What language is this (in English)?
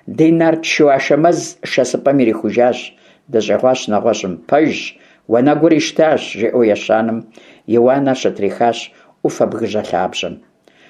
Kabardian